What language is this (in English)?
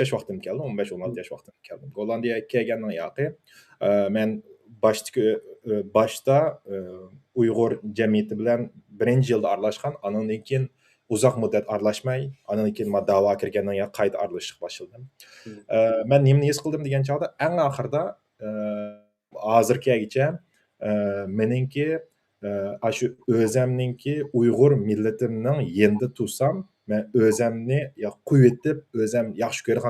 Uyghur